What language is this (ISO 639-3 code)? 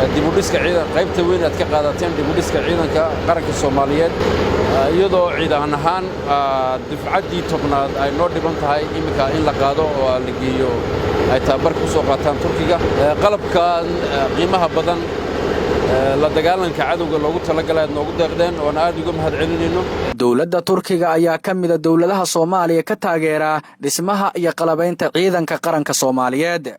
som